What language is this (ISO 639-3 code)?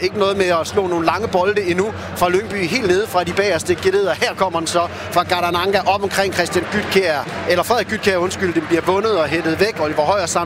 dan